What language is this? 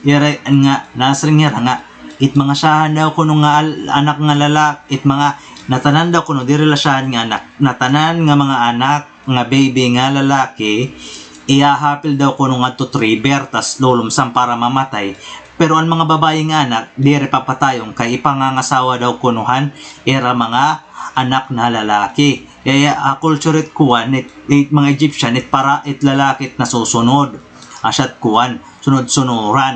Waray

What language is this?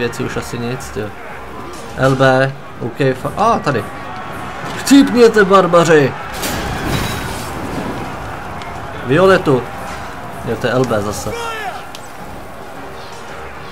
Czech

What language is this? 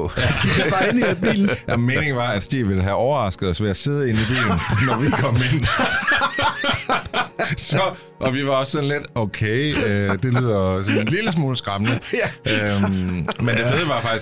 Danish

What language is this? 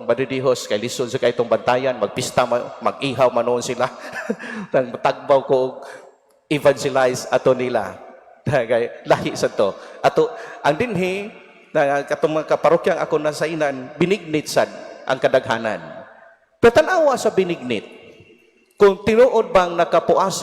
Cebuano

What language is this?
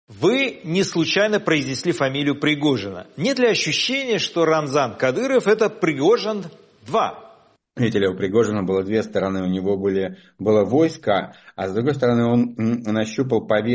Russian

